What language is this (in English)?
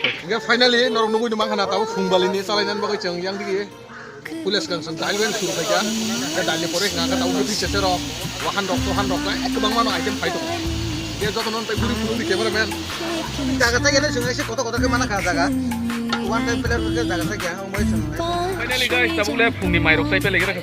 Kok Borok